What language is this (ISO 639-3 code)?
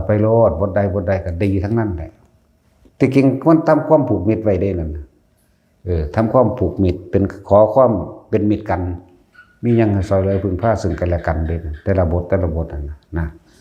tts